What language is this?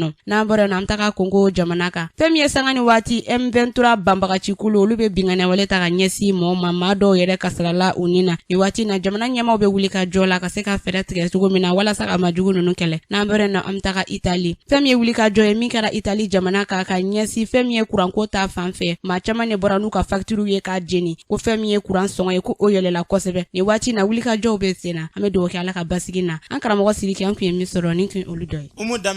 Bambara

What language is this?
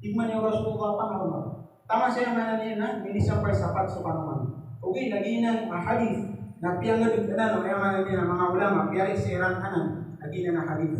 Maranao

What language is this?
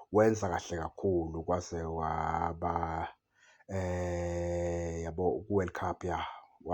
Zulu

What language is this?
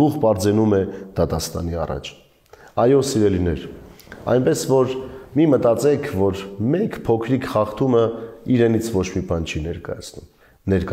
Armenian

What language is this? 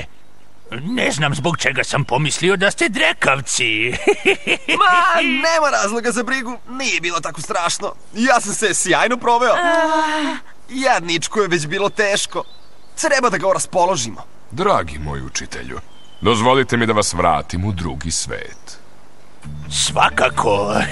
Serbian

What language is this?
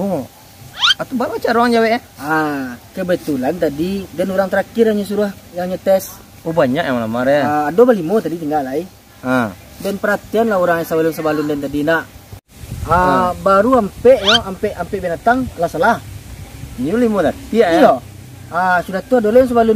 Minangkabau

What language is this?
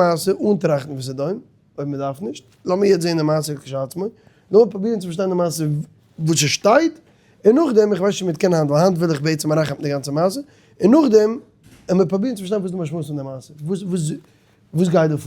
Yiddish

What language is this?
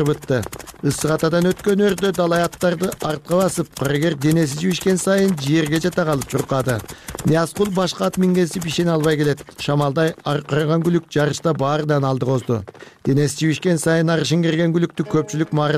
Kyrgyz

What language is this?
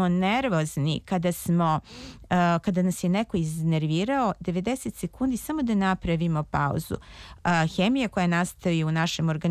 Serbian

